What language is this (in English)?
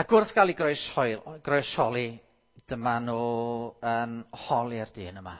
Welsh